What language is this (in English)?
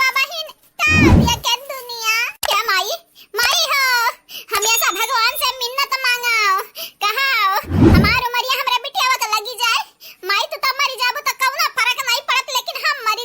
Awadhi